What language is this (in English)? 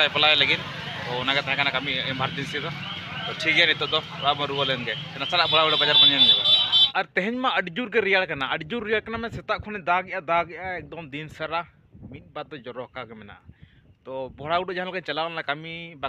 Santali